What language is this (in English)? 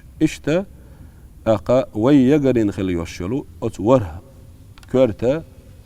Chechen